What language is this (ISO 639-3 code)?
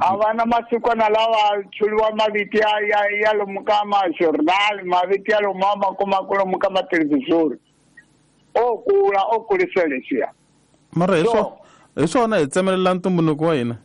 tso